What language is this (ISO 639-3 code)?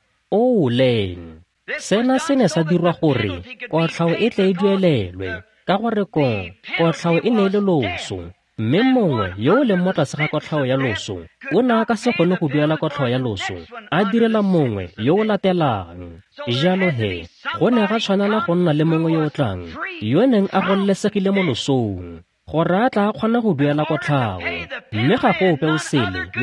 tsn